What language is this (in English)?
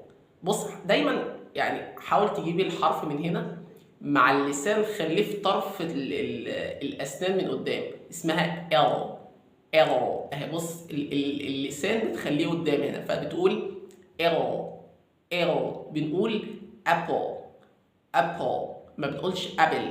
Egyptian Arabic